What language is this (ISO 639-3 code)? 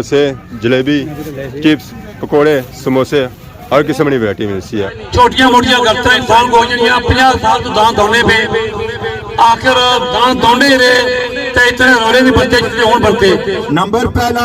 phr